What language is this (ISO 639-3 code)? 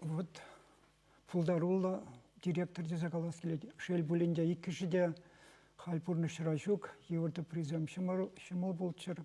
chv